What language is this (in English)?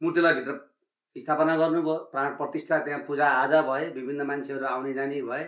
Nepali